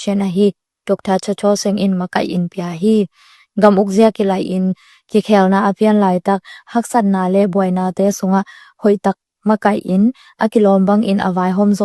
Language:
Tedim Chin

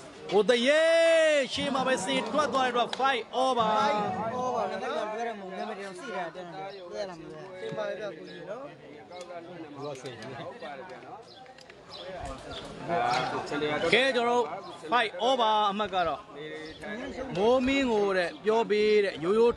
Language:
Burmese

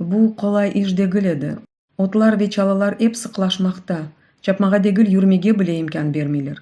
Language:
Crimean Tatar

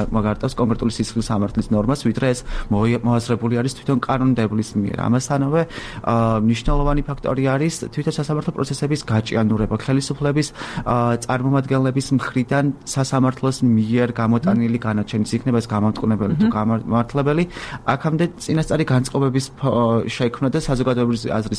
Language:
Georgian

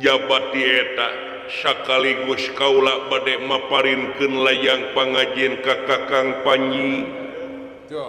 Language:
Sundanese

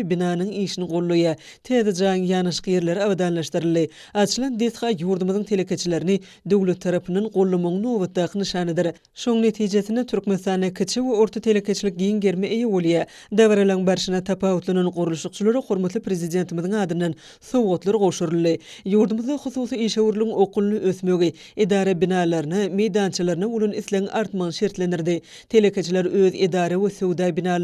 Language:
Turkmen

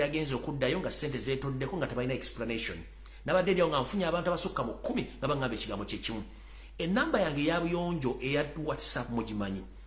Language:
Ganda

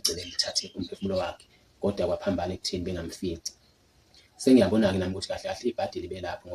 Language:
Zulu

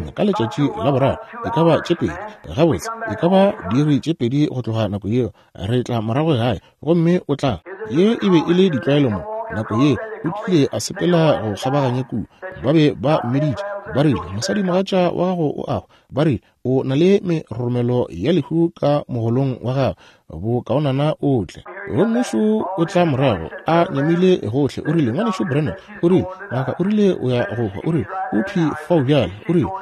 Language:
Northern Sotho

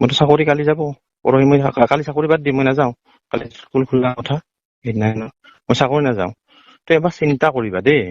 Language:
Assamese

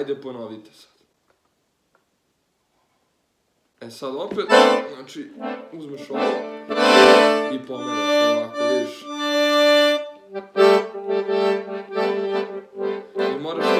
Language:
Serbian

